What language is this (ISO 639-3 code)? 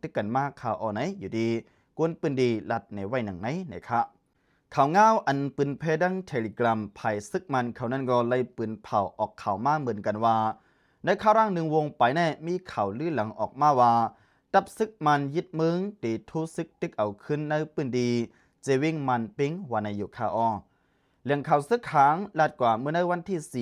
lao